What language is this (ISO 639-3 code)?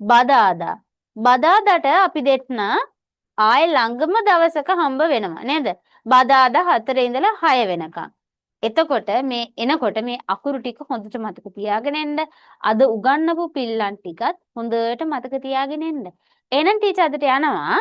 sin